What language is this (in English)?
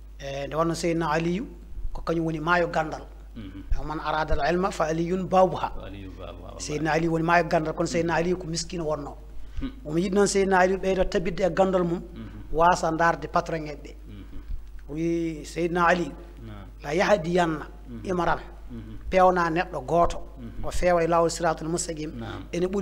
Fula